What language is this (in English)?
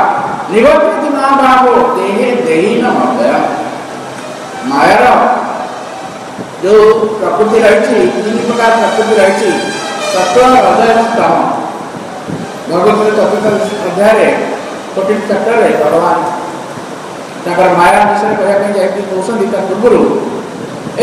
Odia